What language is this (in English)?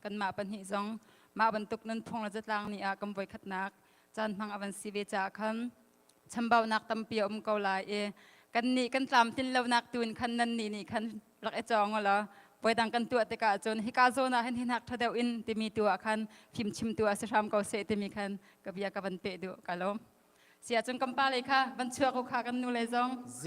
Hakha Chin